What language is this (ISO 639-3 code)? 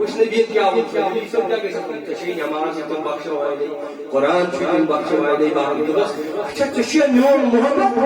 kas